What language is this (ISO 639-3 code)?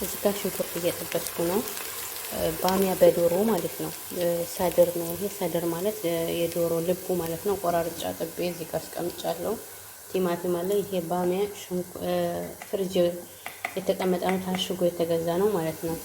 amh